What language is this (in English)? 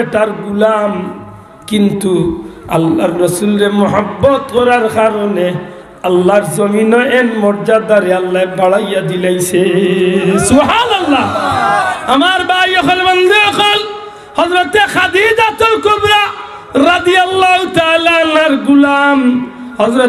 Sylheti